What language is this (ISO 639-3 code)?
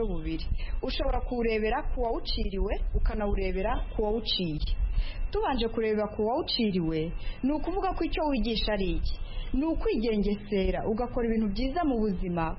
kin